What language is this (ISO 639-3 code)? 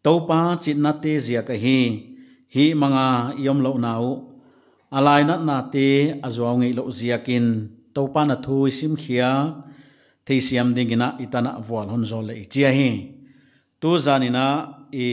pck